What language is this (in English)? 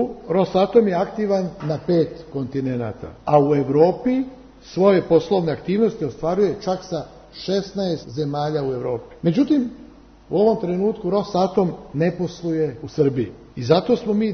Serbian